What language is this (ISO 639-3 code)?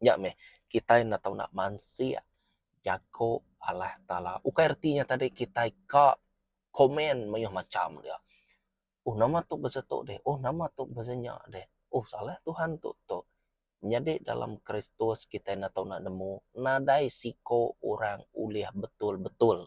iba